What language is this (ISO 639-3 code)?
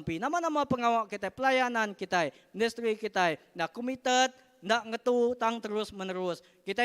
iba